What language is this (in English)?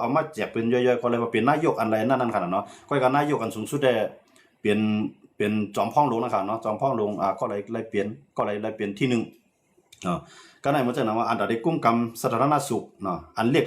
Shan